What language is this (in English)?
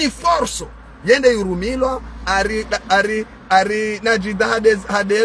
Ngazidja Comorian